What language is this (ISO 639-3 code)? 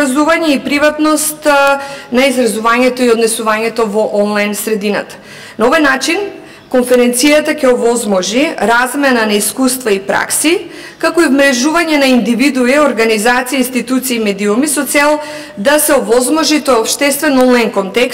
mkd